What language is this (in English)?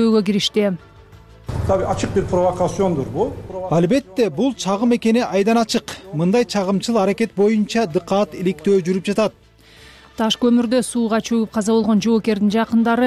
Kyrgyz